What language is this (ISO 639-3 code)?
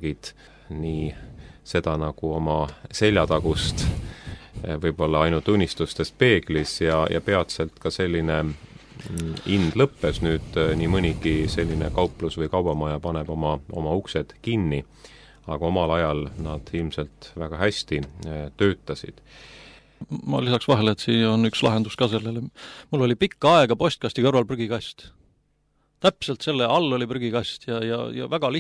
est